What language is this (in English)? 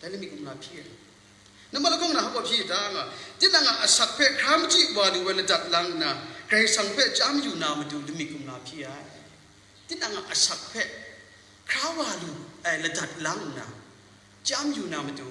Kachin